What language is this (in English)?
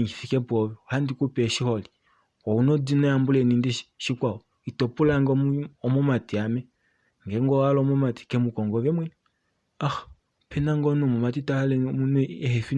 Kuanyama